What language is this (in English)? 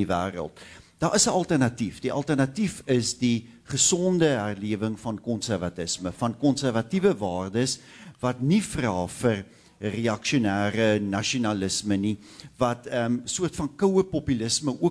Afrikaans